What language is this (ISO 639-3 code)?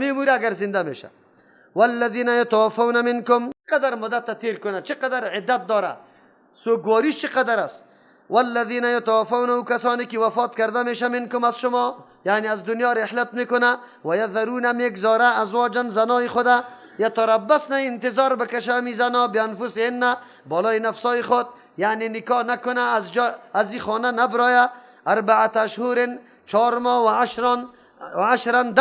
fas